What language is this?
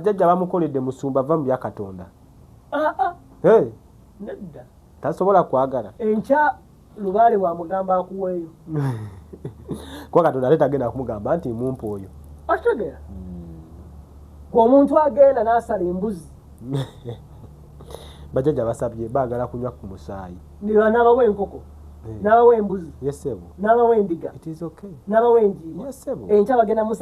Ganda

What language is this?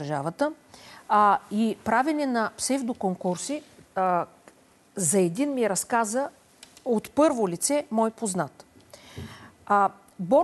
Bulgarian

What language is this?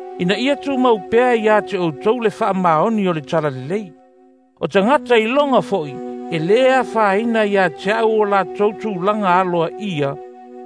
Samoan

